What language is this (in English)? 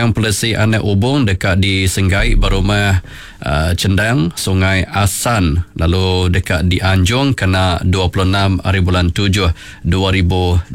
Iban